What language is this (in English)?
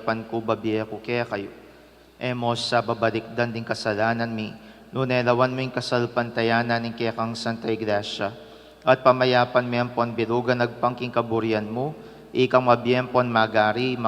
Pampanga